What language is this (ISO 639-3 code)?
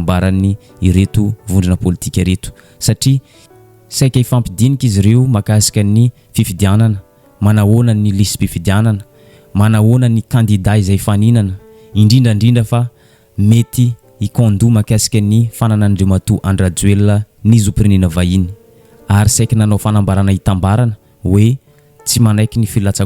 mlg